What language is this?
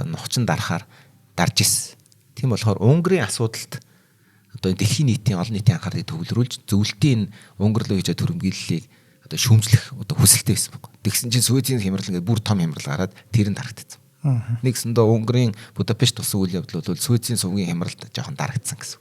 Mongolian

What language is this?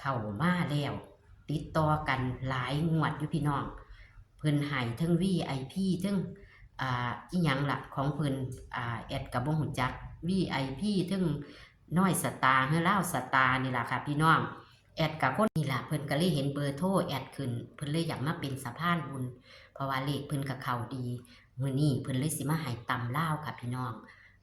Northeastern Thai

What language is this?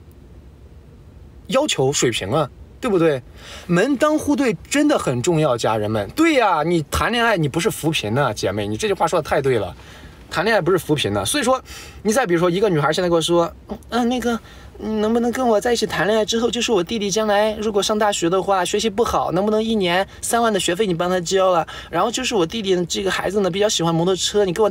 Chinese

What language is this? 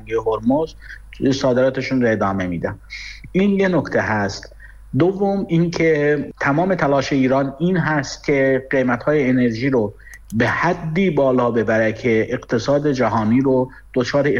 Persian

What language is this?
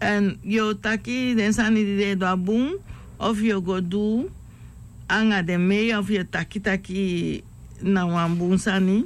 Sranan Tongo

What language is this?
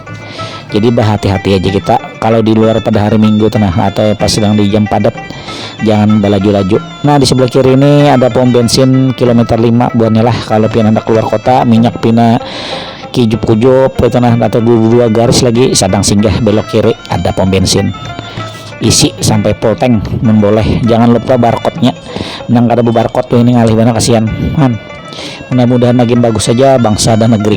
Banjar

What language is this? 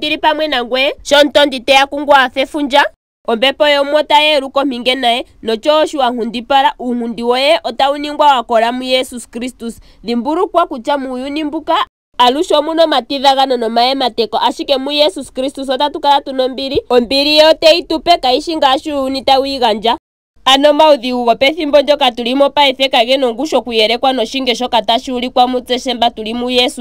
Ndonga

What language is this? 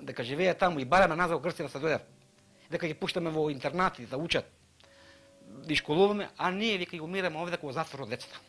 Macedonian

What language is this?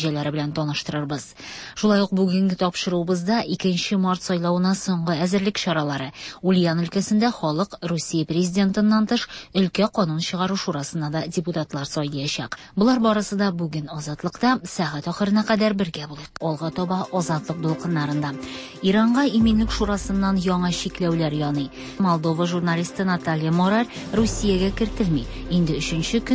Tatar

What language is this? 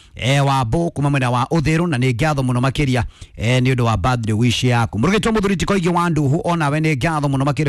Kikuyu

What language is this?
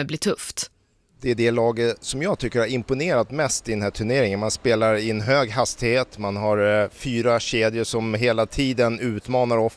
Swedish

